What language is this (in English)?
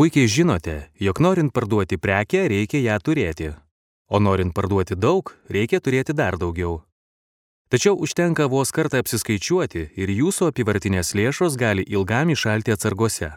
Lithuanian